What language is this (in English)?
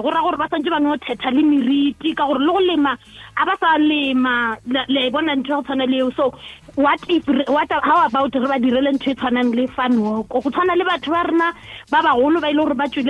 Northern Sotho